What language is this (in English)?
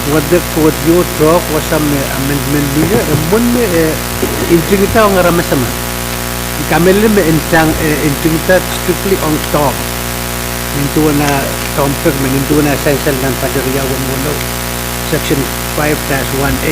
Pohnpeian